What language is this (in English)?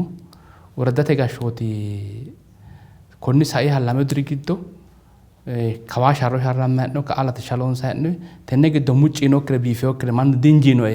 Sidamo